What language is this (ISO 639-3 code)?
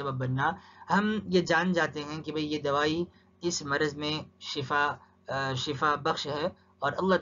urd